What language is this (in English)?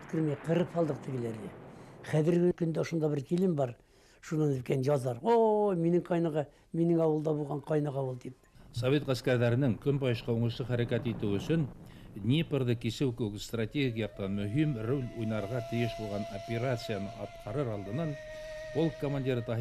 Bashkir